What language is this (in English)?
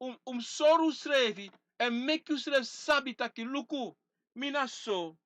Sranan Tongo